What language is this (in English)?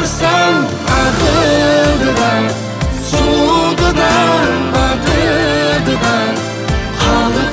Kara-Kalpak